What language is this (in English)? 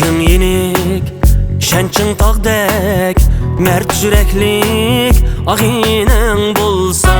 Uyghur